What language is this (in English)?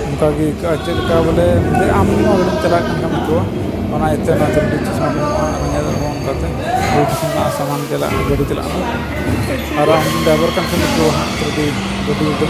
Santali